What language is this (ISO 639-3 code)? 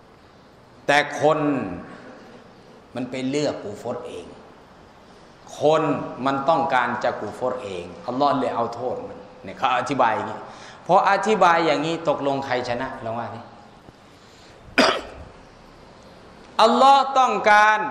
tha